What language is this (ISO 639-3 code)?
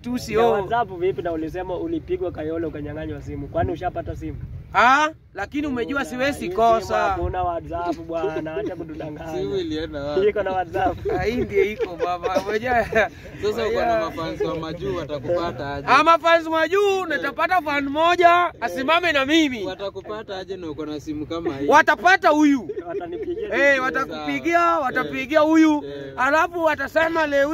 swa